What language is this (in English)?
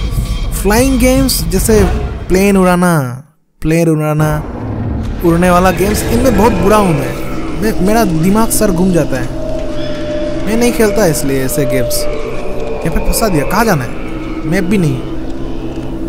Hindi